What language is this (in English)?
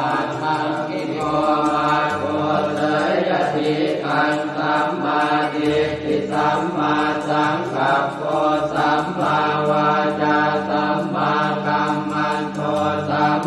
Pali